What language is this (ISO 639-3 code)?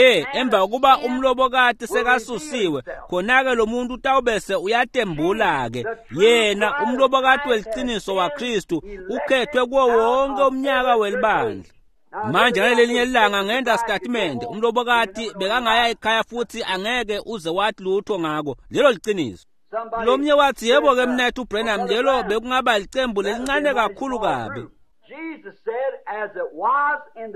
ssw